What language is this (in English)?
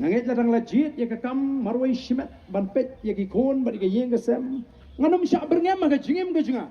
Khasi